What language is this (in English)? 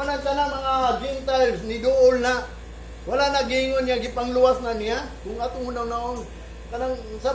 Cebuano